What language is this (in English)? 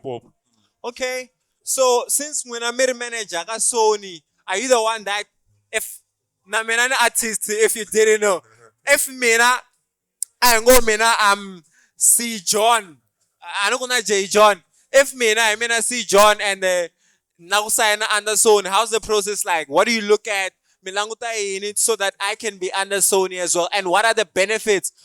Tsonga